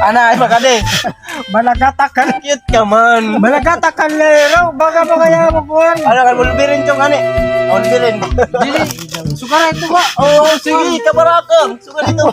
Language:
Waray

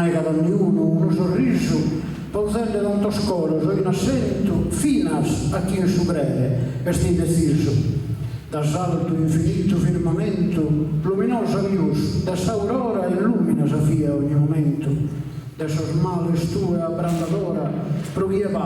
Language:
Sardinian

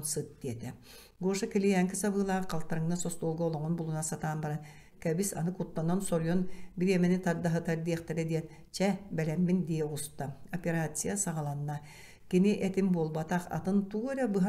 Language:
Yakut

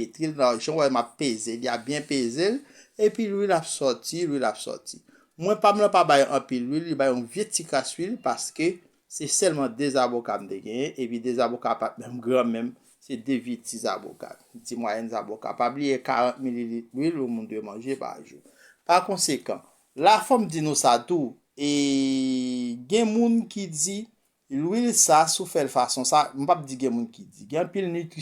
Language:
Haitian Creole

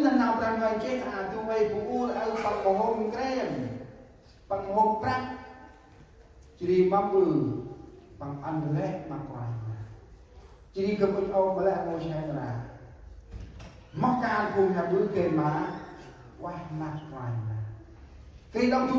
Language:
Central Mnong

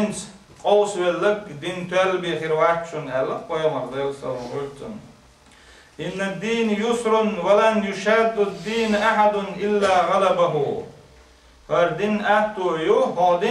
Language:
Chechen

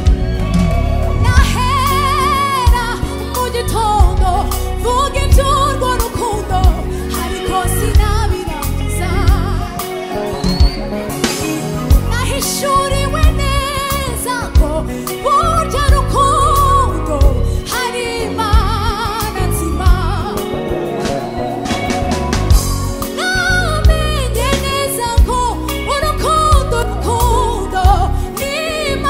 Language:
Kinyarwanda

